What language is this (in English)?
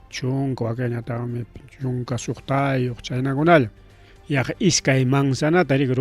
Ayacucho Quechua